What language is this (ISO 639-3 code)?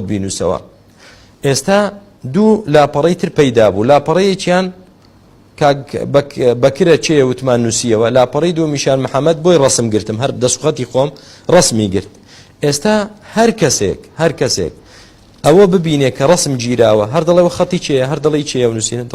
ckb